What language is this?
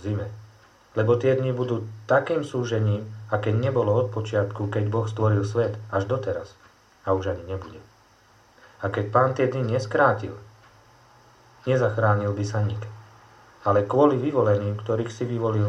Slovak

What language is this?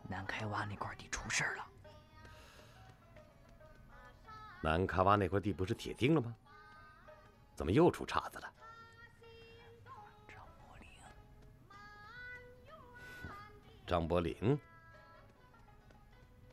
Chinese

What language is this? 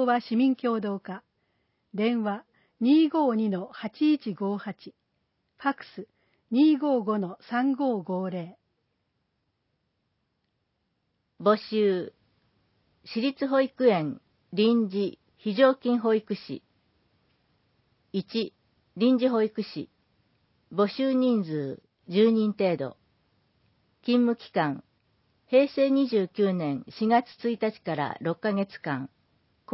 Japanese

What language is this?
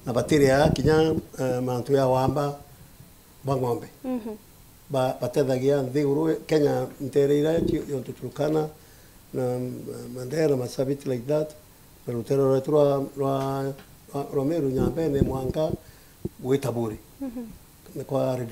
Meru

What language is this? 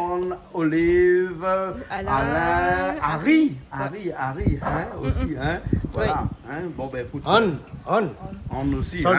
Réunion Creole French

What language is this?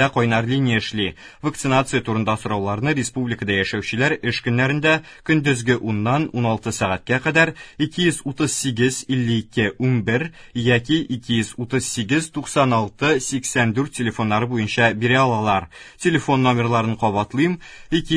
Tatar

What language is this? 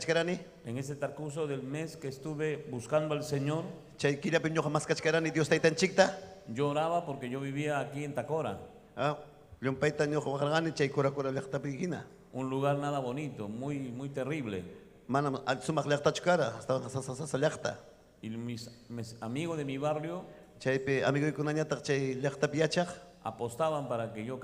Ayacucho Quechua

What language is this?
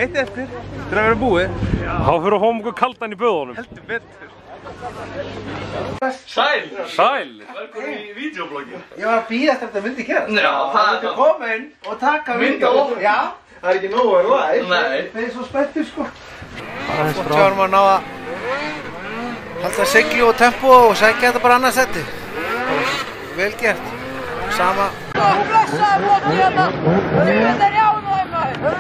Icelandic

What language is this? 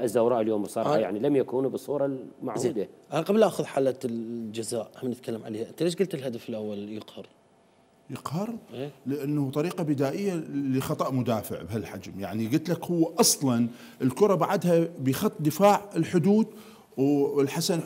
Mesopotamian Arabic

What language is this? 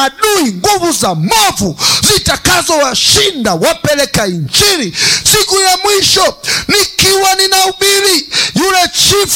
Swahili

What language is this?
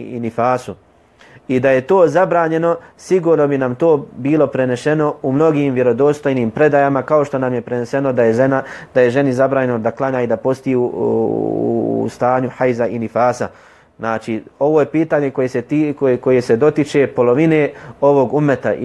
Bosnian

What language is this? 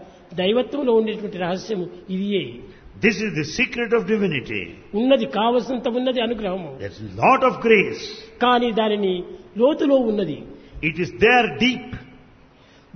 Telugu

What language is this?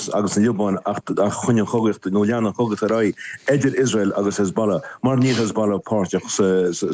Irish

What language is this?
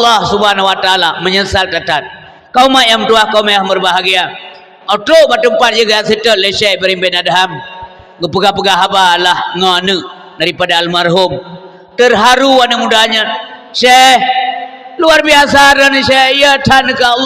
Achinese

